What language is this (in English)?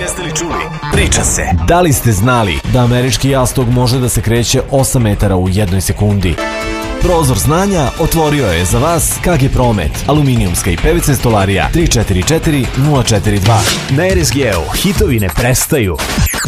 Serbian